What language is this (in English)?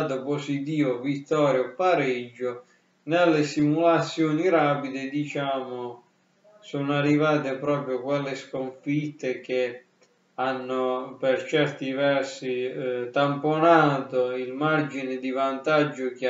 Italian